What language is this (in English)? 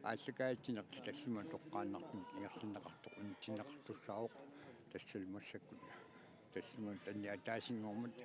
Kalaallisut